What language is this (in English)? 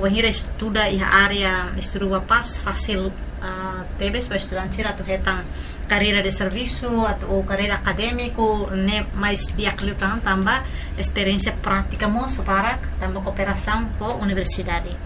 Tetum